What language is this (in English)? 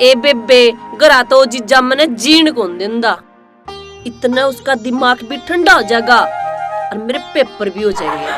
Haryanvi